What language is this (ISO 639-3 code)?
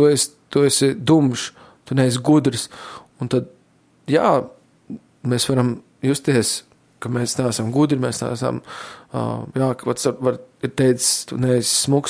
lav